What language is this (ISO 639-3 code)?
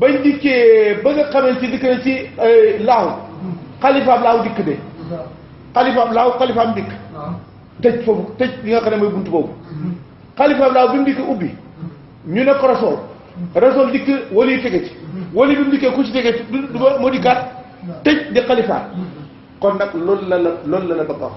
wol